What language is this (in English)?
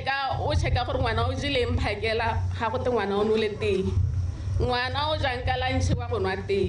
Tswana